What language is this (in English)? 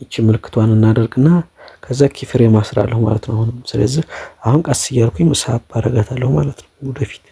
Amharic